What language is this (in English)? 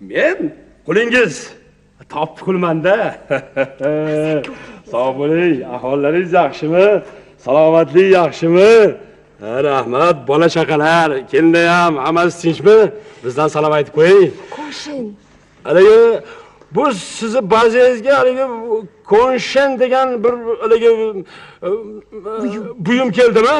Uzbek